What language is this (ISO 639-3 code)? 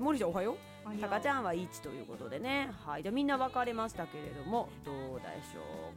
jpn